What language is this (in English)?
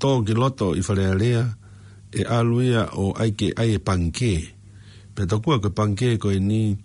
Tongan